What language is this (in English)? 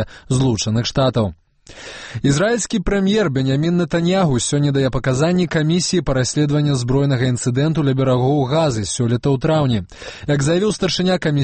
Belarusian